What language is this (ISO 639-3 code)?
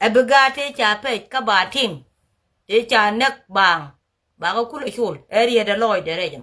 nus